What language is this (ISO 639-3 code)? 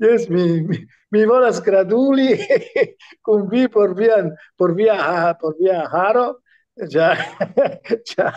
epo